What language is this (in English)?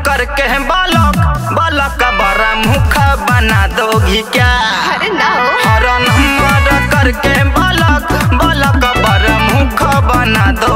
Bhojpuri